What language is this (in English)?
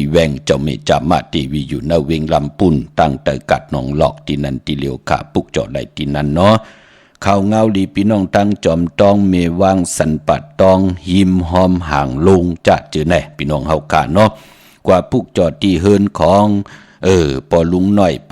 Shan